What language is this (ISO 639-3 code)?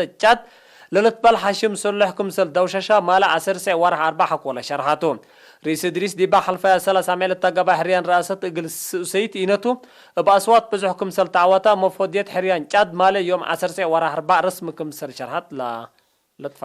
tig